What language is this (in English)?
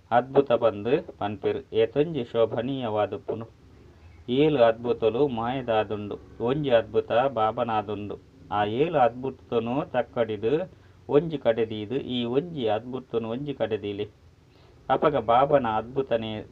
Tulu